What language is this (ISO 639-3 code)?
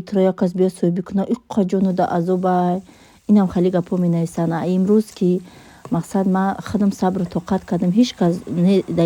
tgk